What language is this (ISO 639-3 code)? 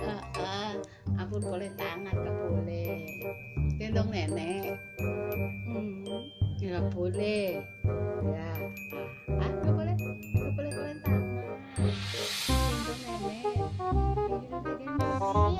bew